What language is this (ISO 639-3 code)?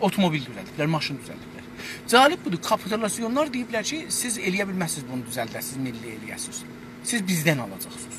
azb